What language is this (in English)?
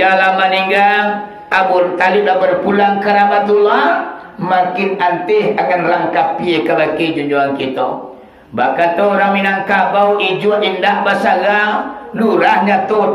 Minangkabau